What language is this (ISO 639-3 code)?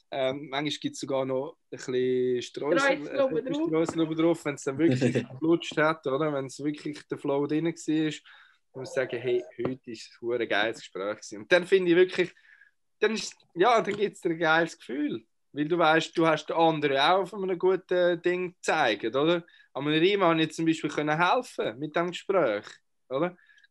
gsw